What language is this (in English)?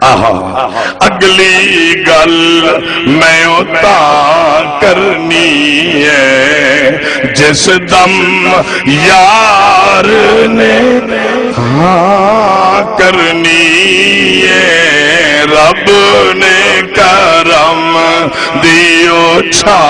Saraiki